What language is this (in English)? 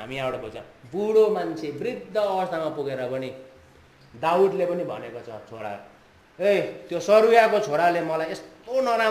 Nepali